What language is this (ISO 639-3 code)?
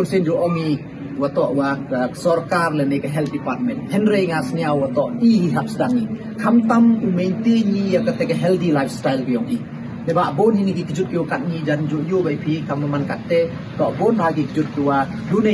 pbv